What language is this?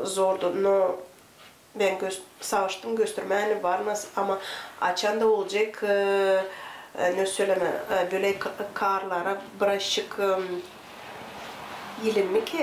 Gagauz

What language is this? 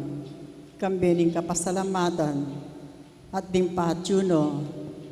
Pampanga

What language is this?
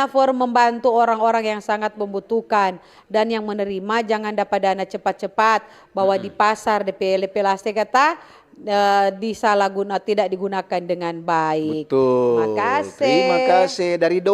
Manado Malay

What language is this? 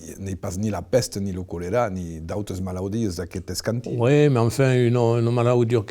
Occitan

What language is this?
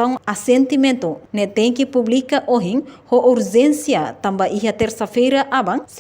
Tetum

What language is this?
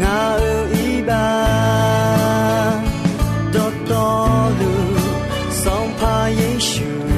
Akha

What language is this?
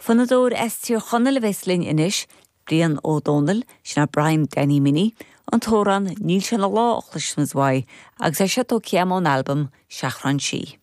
Irish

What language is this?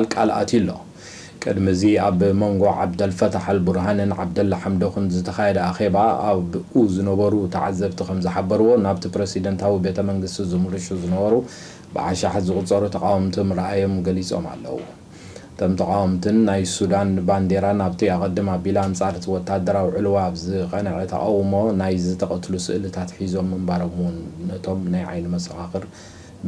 Tigrinya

